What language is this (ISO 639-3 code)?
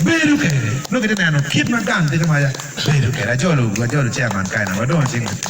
ach